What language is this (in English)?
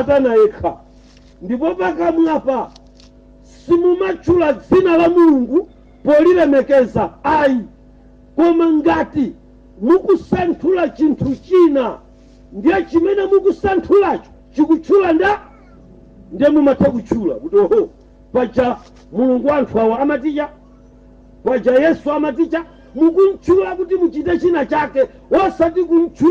Nyanja